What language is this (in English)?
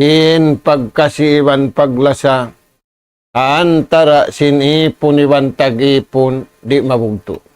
Tausug